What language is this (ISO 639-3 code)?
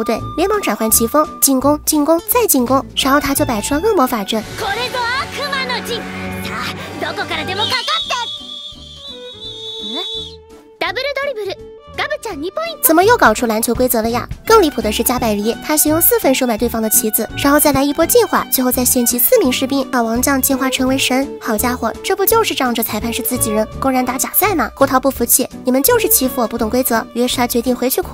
zho